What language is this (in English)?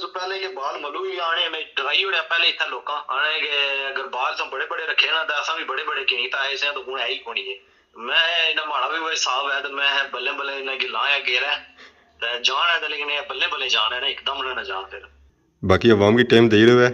Pahari-Potwari